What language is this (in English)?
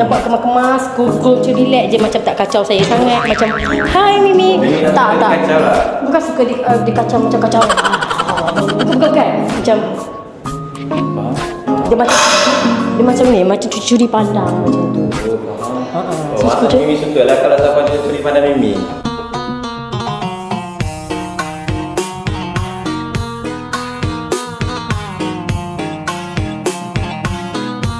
Malay